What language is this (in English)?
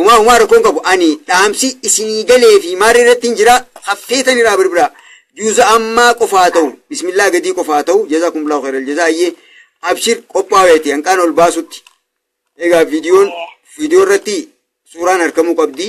Oromo